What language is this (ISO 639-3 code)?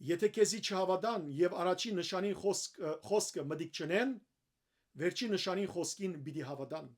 hyw